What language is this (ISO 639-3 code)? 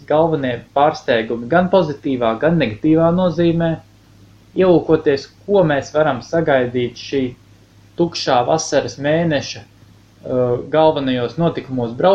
lav